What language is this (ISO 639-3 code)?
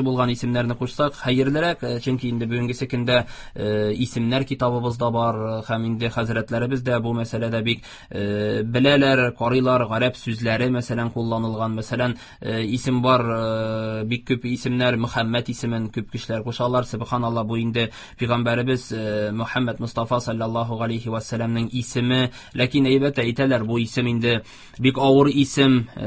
tat